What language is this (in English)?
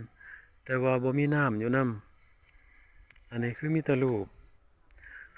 Lao